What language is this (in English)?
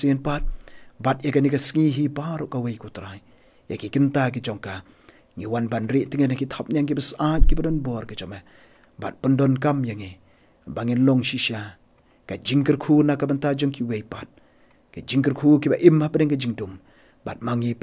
Khasi